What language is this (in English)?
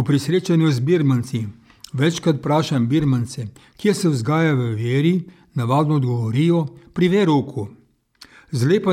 Slovenian